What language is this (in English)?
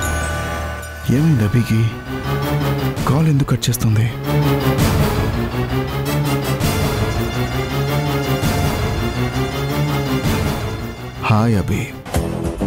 Telugu